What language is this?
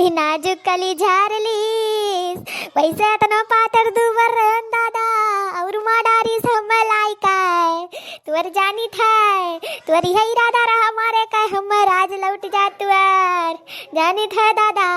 Awadhi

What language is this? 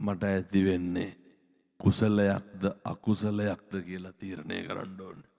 Sinhala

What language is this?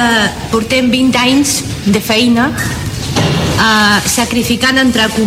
Catalan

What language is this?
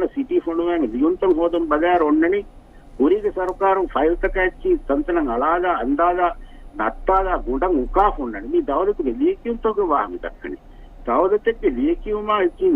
Divehi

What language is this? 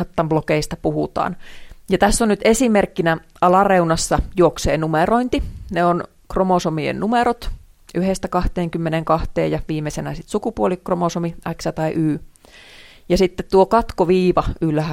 Finnish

